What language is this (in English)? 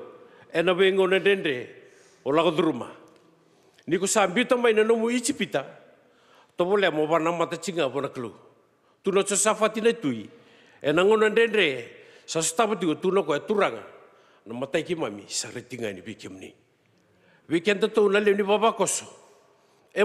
Fijian